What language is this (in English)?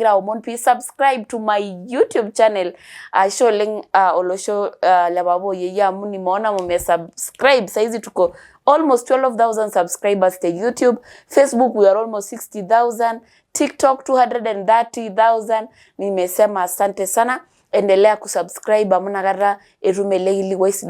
Masai